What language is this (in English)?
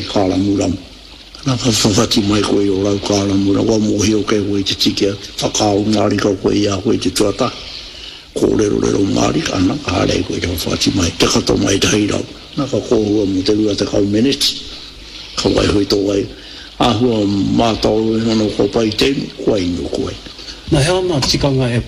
Māori